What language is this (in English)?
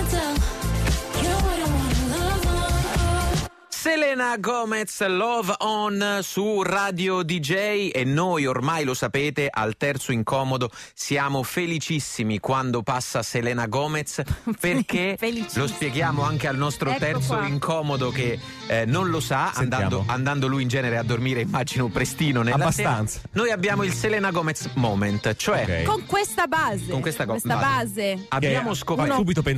Italian